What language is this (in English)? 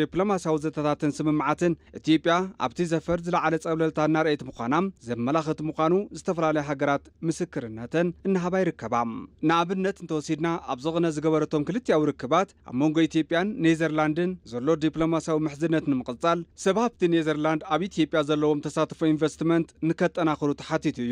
Tigrinya